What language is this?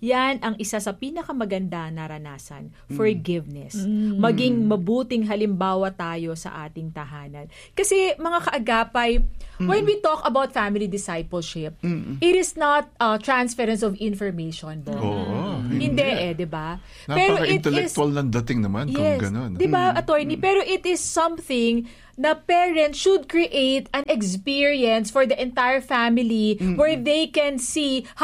Filipino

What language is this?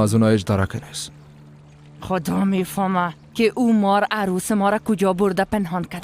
Persian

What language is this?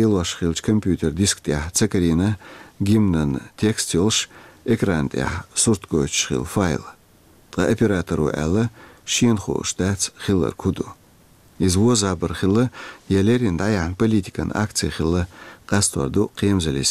Chechen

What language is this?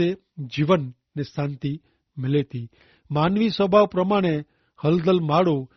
Kachhi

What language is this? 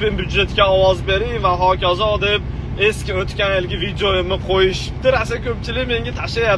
Uzbek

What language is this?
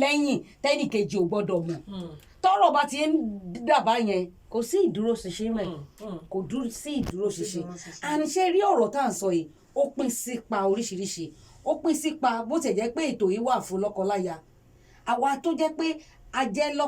Yoruba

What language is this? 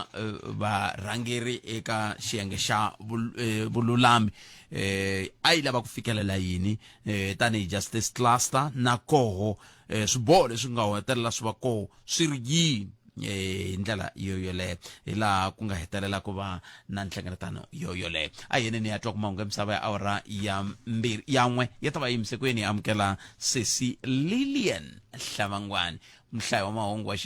Tsonga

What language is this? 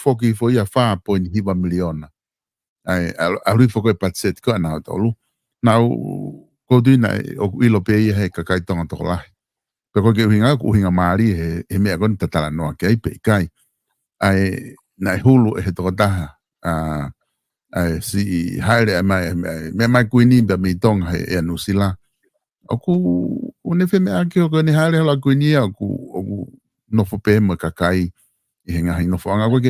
Tongan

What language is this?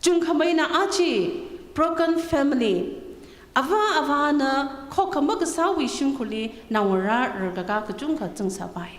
Tangkhul Naga (India)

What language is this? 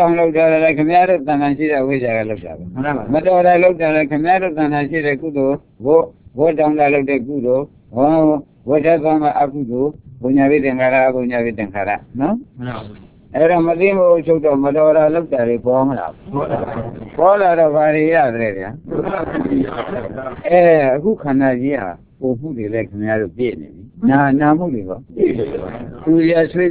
Burmese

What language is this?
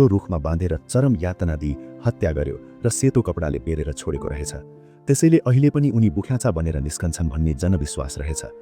Nepali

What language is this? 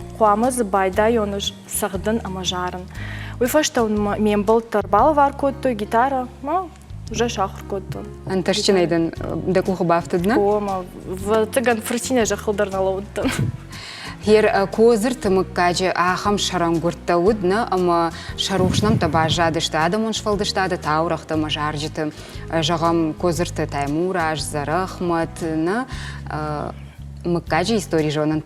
Ossetic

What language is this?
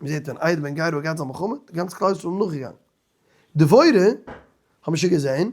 Yiddish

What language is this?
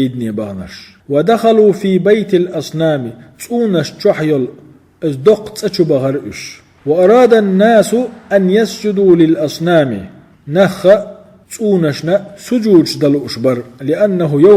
Chechen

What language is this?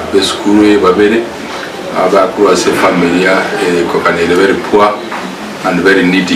Gusii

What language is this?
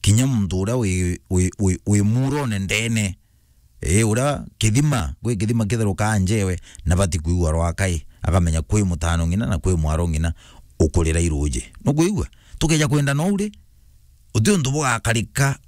Meru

